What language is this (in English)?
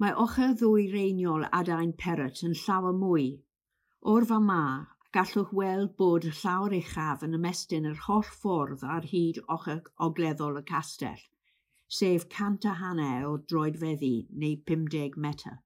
Welsh